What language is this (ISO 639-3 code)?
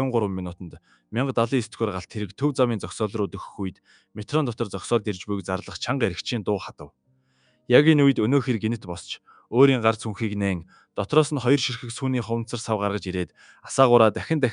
mon